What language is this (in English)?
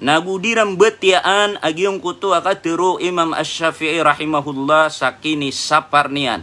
Maranao